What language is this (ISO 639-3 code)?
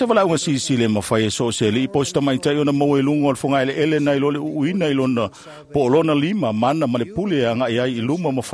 smo